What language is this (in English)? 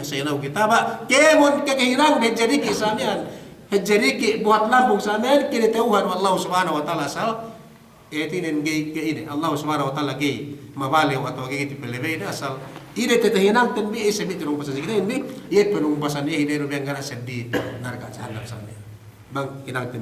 Yakan